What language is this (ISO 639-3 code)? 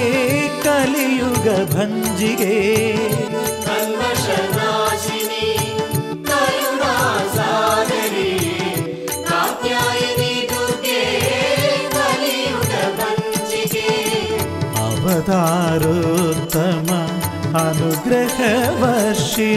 mal